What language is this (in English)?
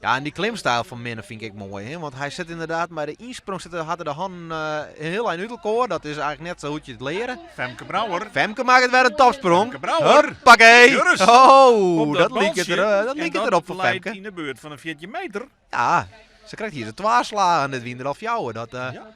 Western Frisian